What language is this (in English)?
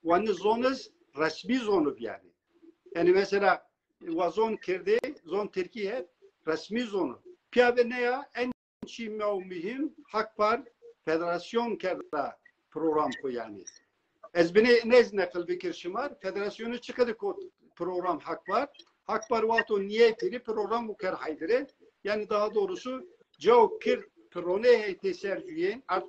Zaza